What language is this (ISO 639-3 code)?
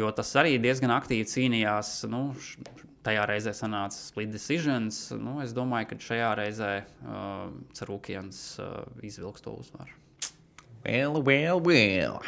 lav